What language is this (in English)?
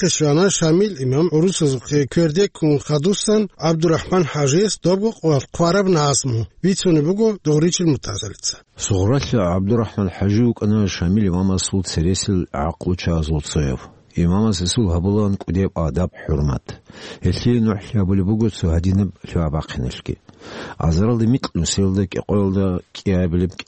Avaric